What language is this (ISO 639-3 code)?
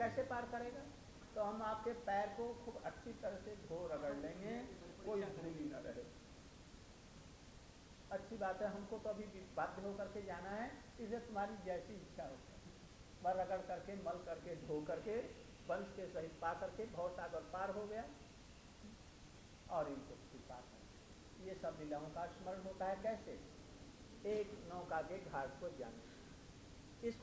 hin